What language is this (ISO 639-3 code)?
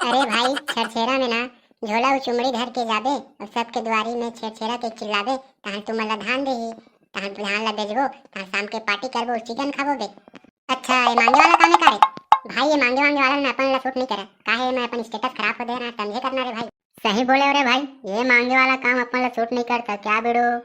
hne